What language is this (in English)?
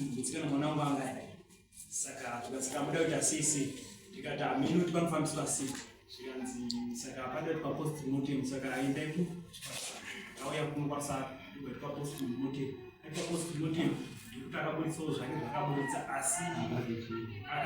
Shona